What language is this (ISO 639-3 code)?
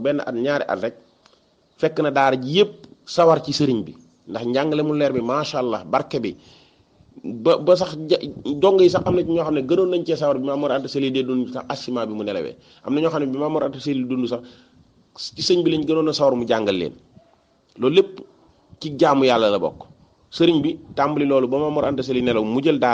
wol